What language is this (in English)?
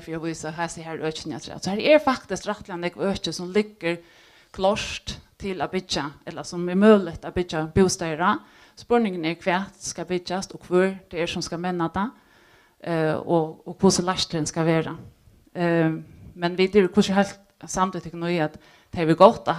Faroese